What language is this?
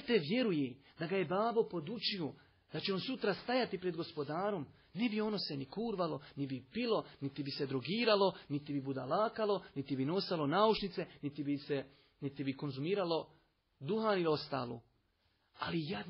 Bosnian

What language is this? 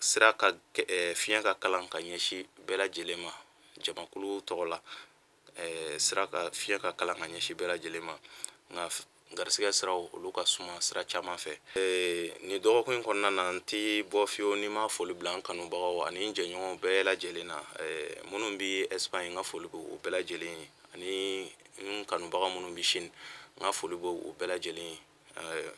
Bambara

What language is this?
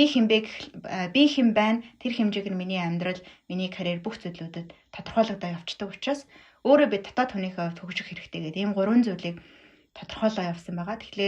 Mongolian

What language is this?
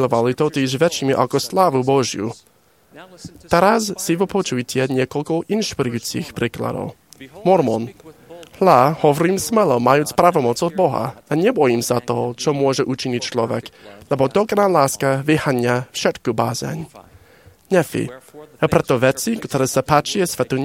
Slovak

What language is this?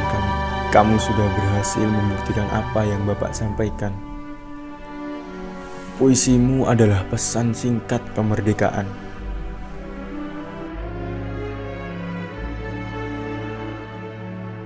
Indonesian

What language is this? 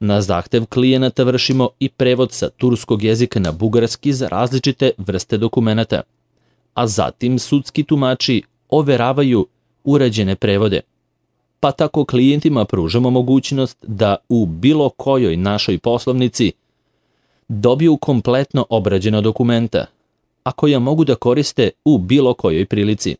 Serbian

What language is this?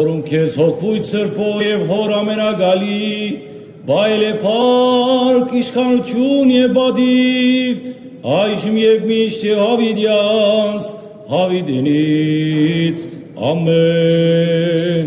Western Armenian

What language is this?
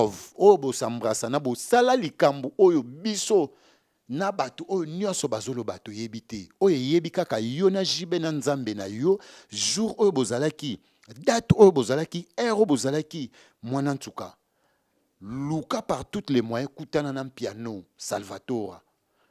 Lingala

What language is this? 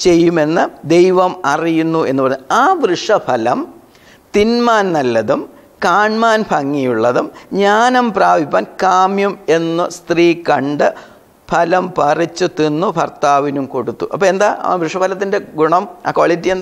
Malayalam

